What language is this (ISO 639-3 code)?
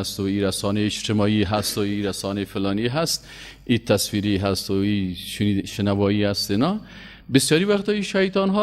fas